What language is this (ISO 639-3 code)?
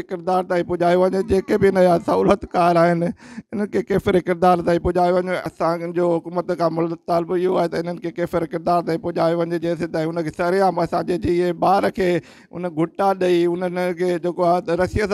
snd